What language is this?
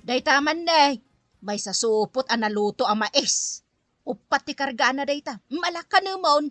Iloko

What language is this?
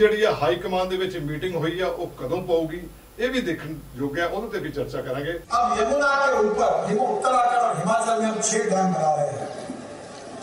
Punjabi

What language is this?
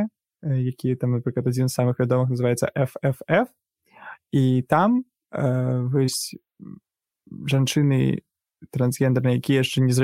Belarusian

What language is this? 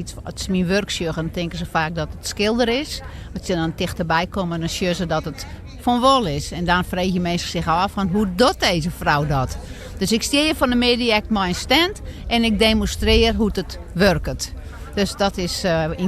Western Frisian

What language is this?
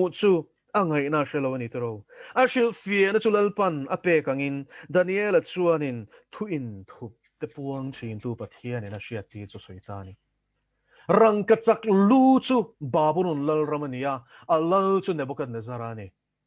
Mizo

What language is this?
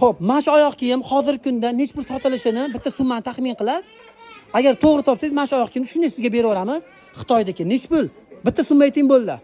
Uzbek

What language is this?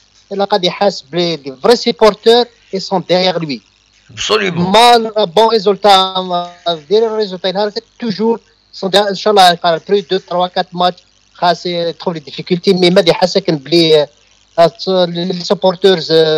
Kabyle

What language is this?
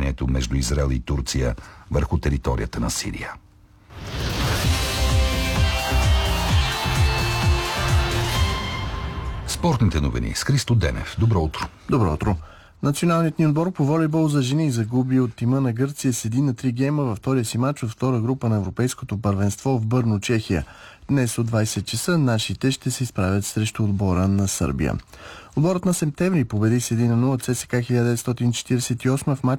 Bulgarian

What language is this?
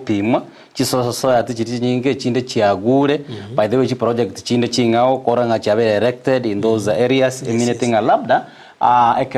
Gusii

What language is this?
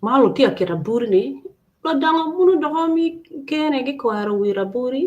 Acoli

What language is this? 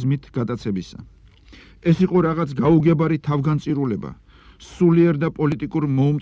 Georgian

